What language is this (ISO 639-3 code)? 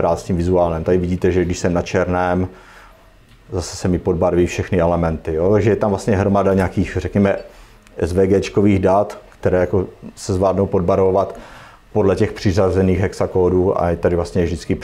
ces